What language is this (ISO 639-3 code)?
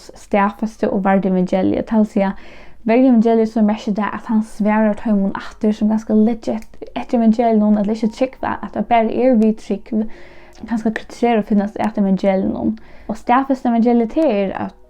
fao